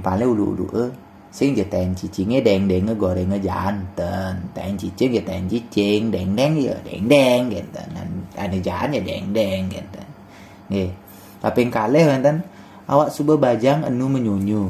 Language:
Balinese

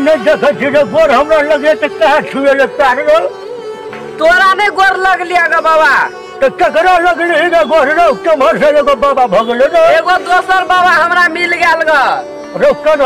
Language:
Maithili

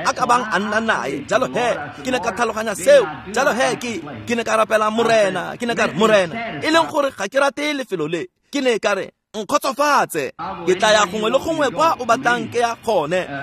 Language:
Tswana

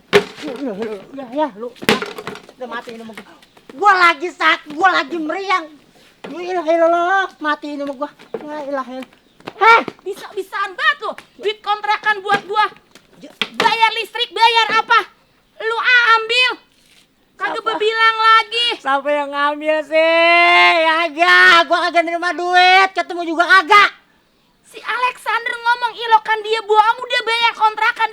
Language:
Betawi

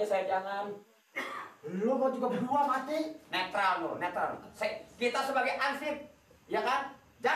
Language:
Betawi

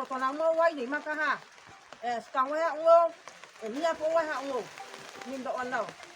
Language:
Riang (India)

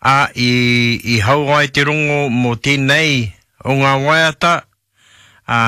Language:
Māori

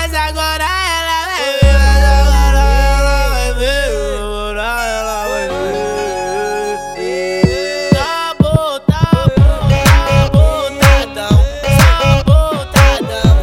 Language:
Portuguese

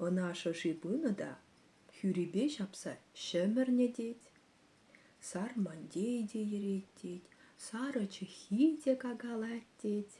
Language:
Chuvash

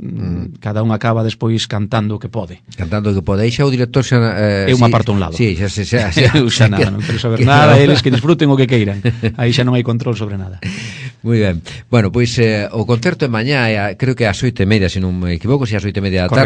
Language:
Galician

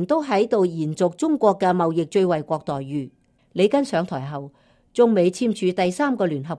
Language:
Cantonese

